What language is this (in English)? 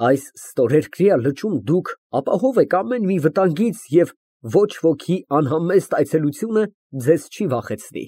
Armenian